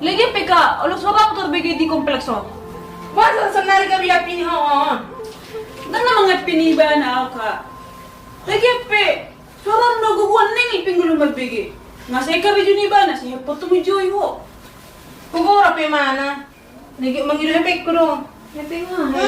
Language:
Batak Toba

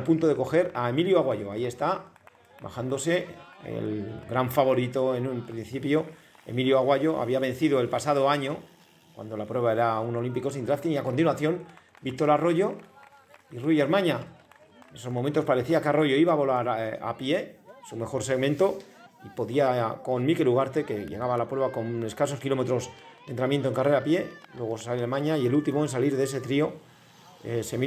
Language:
Spanish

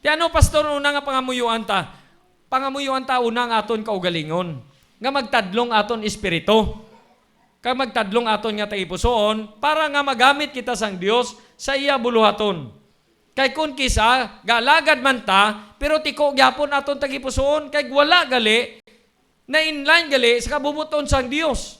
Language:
Hiligaynon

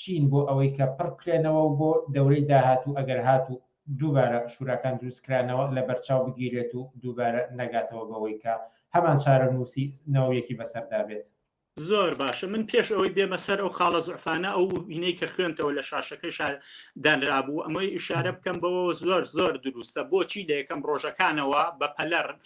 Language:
Central Kurdish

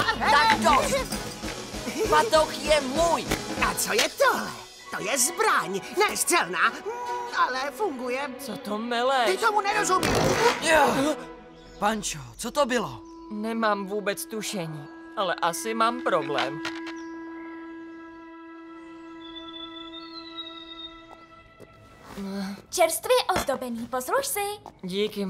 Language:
Czech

